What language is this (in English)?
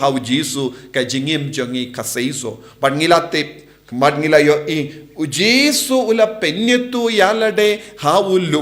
Khasi